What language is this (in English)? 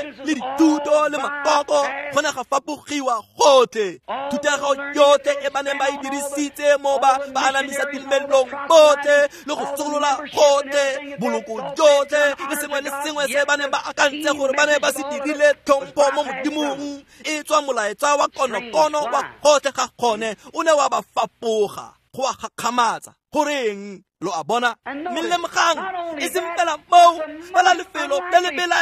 Tswana